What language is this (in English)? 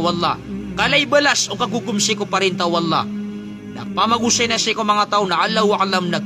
Maranao